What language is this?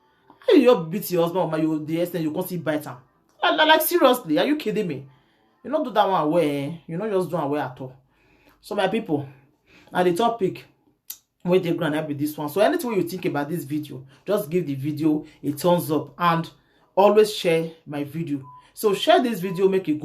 Nigerian Pidgin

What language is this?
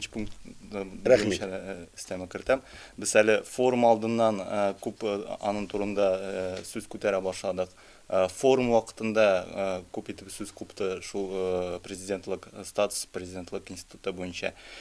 Tatar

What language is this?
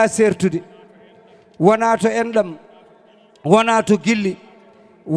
Fula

